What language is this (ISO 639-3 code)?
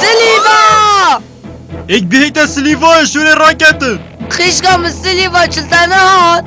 kur